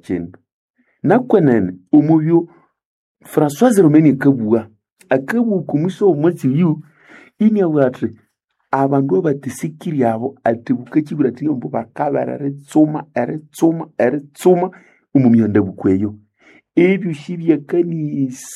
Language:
Nande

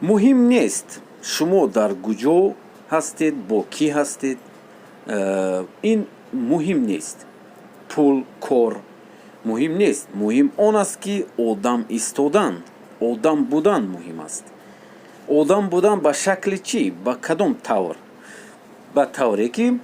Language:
Tajik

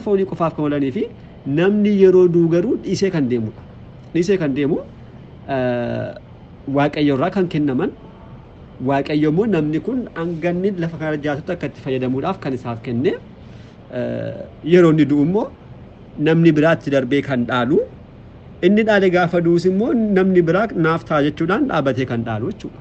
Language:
Oromo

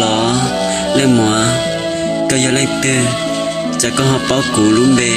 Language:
Hmong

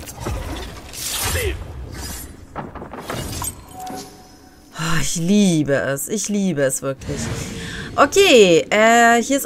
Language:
German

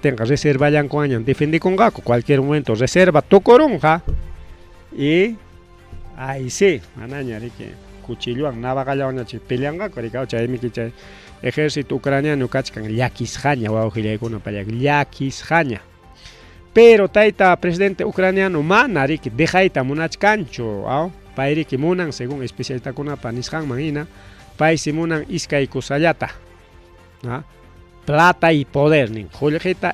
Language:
Ayacucho Quechua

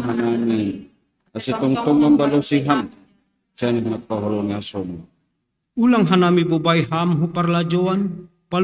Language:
Batak Simalungun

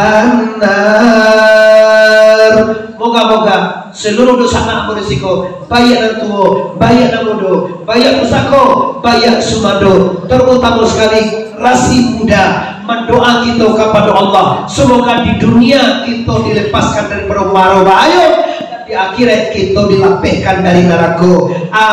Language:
Minangkabau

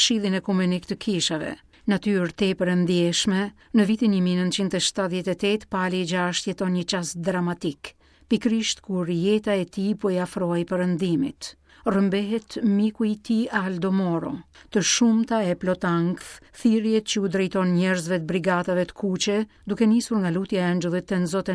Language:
Albanian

